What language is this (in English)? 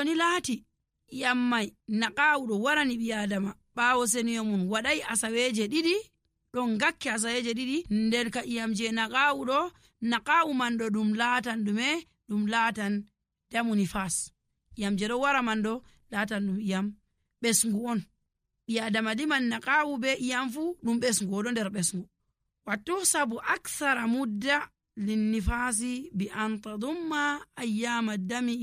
Nigerian Fulfulde